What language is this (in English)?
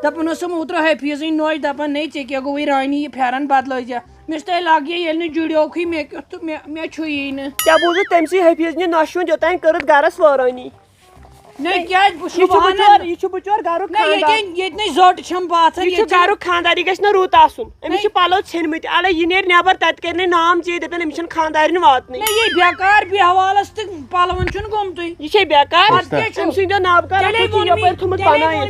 Kashmiri